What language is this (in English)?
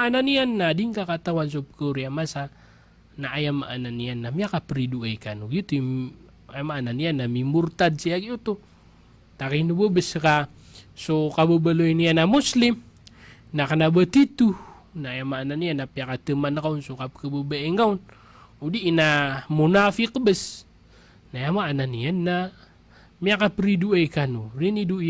Maranao